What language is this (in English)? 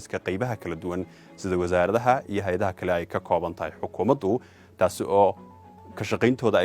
Somali